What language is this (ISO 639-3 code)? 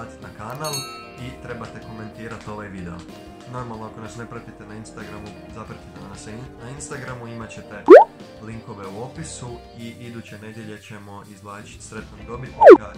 hrv